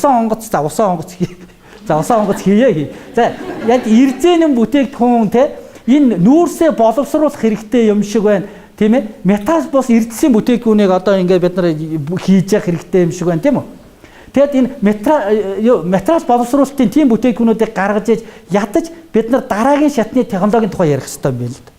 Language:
Mongolian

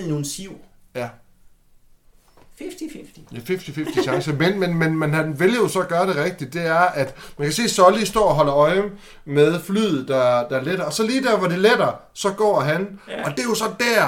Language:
Danish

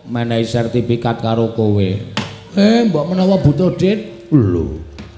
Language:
Javanese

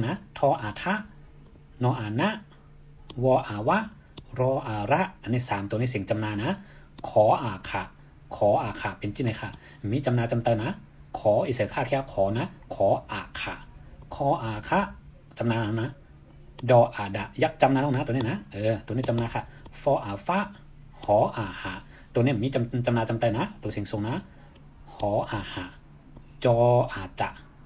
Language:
Shan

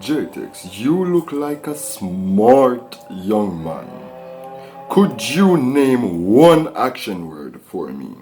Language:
Jamaican Creole English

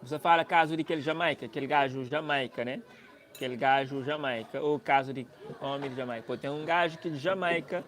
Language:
Kabuverdianu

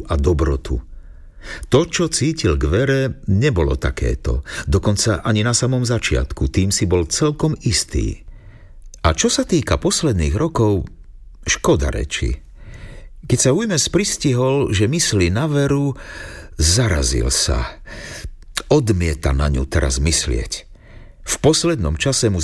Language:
Slovak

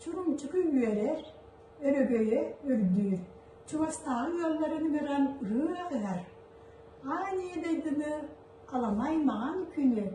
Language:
Yakut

